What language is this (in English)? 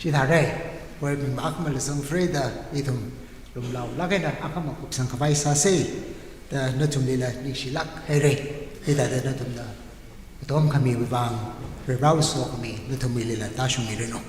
Tangkhul Naga (India)